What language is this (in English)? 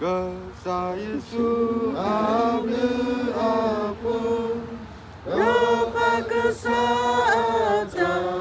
S'gaw Karen